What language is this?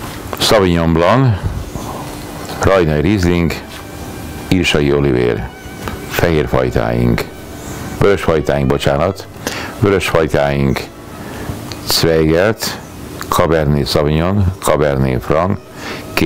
Hungarian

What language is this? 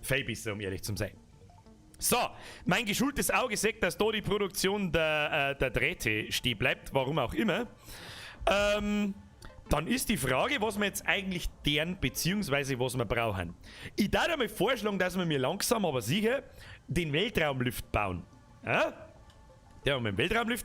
Bavarian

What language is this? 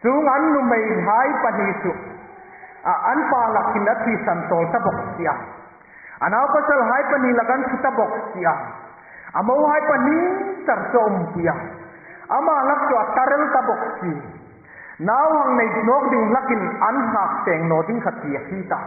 Hmar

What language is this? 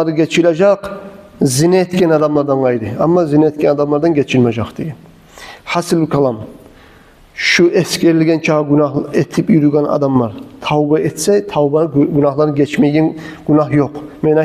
Kumyk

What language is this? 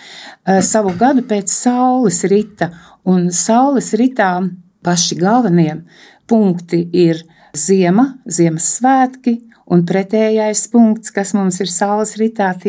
Latvian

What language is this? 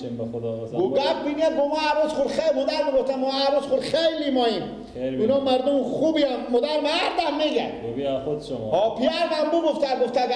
Persian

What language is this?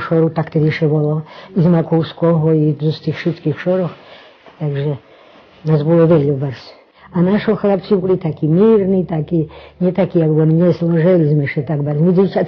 Rusyn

